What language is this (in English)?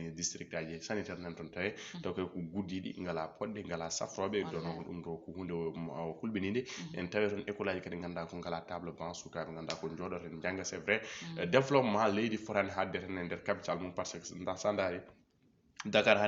Fula